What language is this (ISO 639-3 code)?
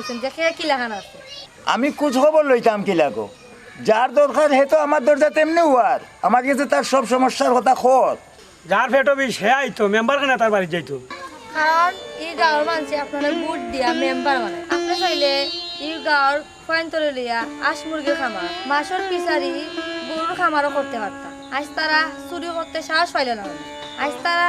syl